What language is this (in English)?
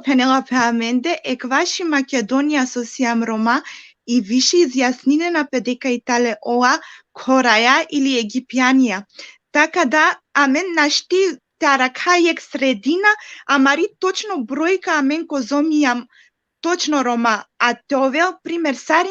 Balkan Romani